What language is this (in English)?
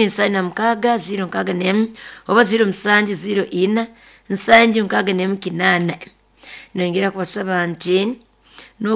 Nyankole